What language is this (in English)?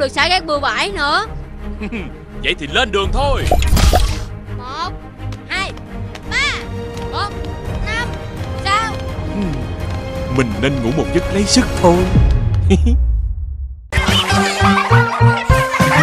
Vietnamese